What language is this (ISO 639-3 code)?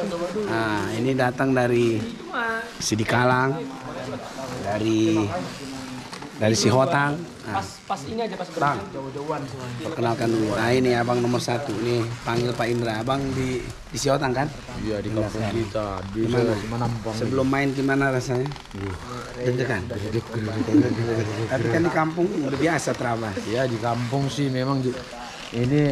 ind